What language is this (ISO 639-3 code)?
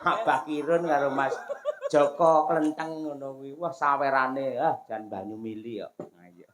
jav